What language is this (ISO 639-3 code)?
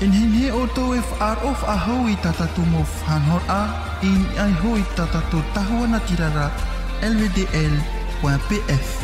tah